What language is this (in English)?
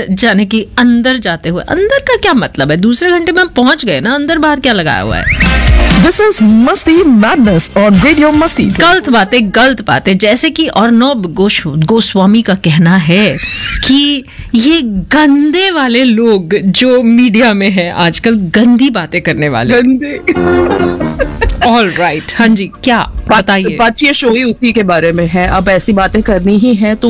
Hindi